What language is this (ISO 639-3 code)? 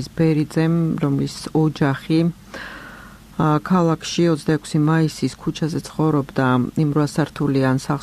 kat